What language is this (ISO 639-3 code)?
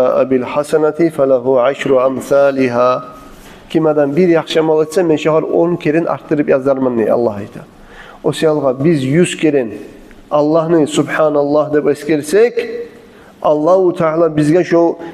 kum